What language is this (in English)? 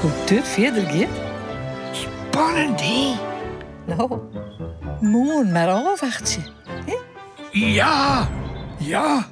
Western Frisian